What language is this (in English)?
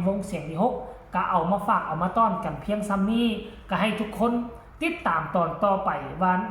Northeastern Thai